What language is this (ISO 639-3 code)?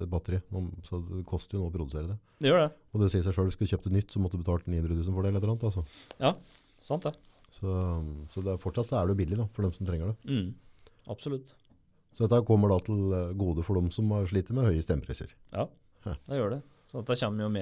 nor